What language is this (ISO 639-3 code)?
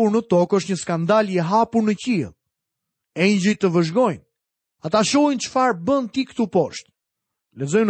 sqi